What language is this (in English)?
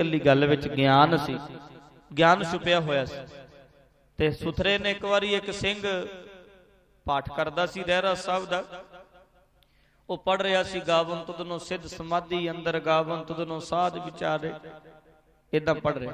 Punjabi